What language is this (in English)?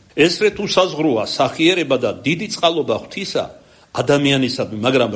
Georgian